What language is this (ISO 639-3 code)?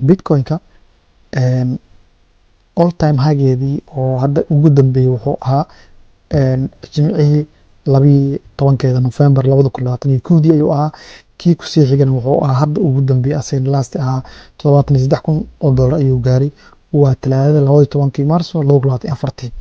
som